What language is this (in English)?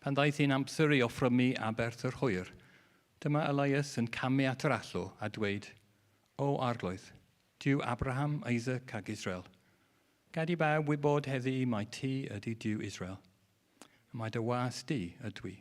Welsh